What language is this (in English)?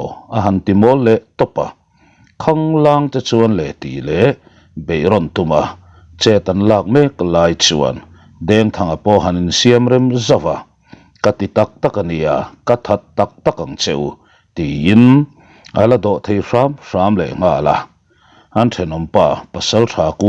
Mizo